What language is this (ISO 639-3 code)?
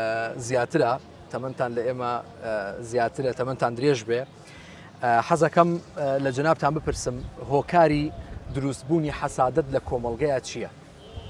ckb